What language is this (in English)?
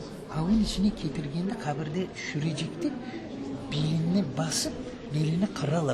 Crimean Tatar